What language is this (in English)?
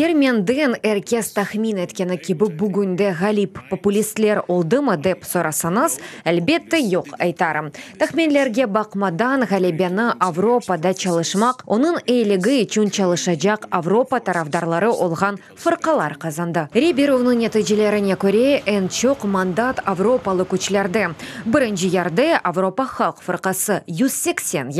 Crimean Tatar